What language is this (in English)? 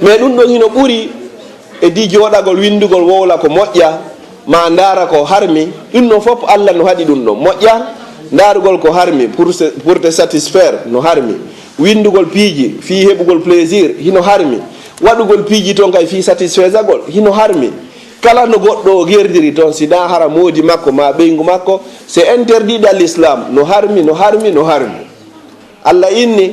Fula